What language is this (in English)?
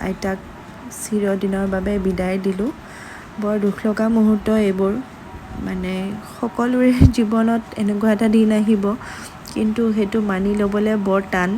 Assamese